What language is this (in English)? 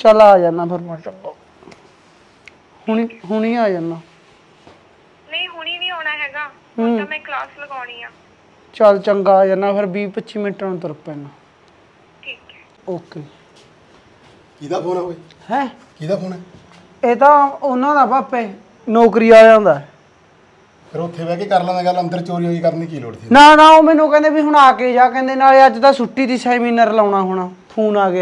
Punjabi